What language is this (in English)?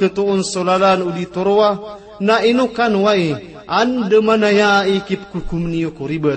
Maranao